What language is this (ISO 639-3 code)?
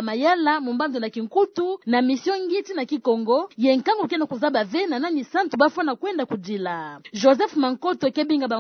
ktu